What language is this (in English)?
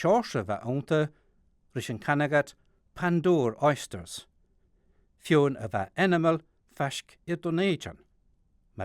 Scottish Gaelic